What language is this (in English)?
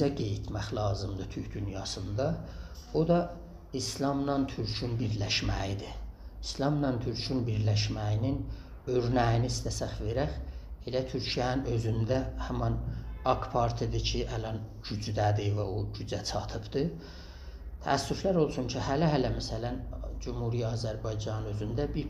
South Azerbaijani